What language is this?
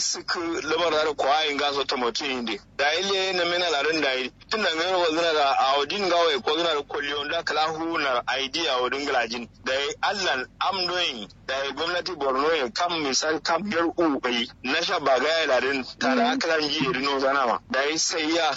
Kanuri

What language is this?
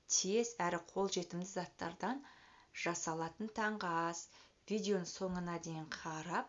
Kazakh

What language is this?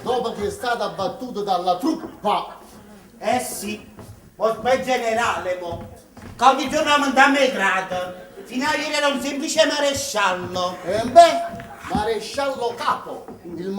Neapolitan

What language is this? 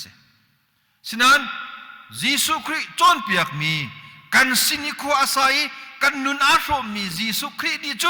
Hakha Chin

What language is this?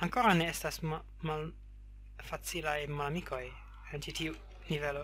Esperanto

